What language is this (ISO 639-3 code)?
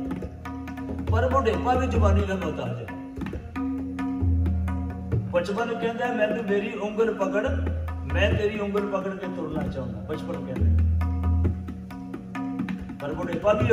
pan